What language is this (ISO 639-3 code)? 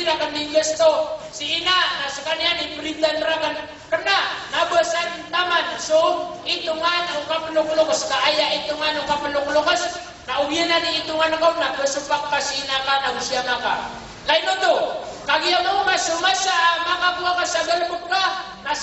mrw